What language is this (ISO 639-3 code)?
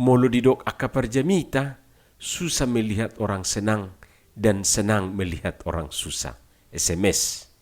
bbc